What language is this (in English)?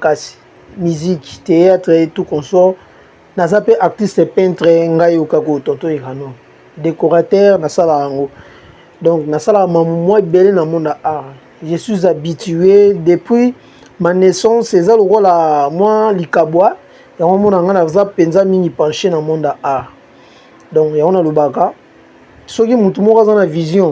Lingala